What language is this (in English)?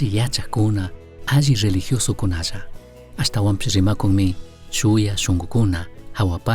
Chimborazo Highland Quichua